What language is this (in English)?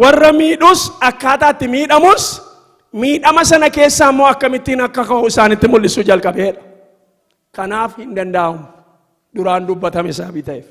Oromo